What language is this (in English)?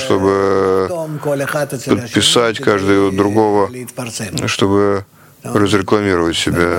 Russian